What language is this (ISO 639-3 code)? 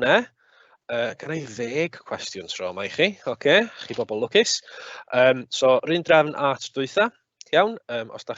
cym